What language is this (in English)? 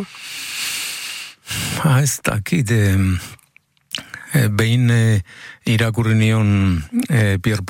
Basque